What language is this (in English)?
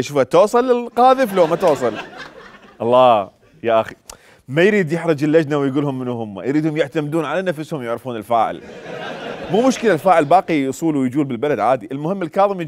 Mesopotamian Arabic